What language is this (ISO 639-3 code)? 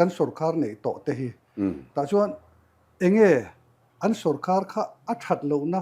lus